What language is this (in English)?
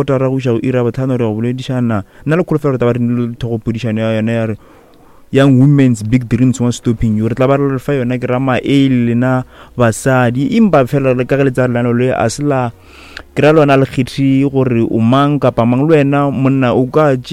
Northern Sotho